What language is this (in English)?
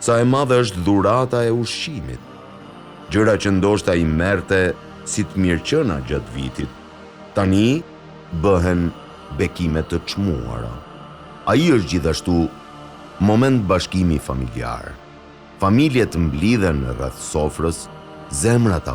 Albanian